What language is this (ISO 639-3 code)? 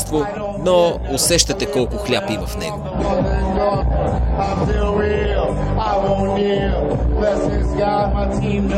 bul